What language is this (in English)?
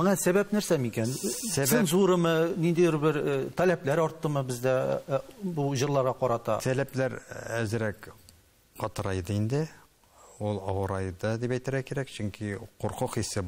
Tatar